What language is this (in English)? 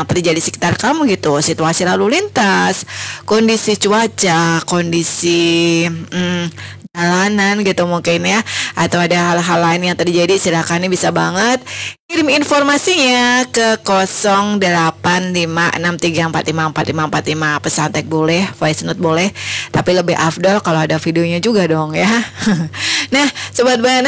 Indonesian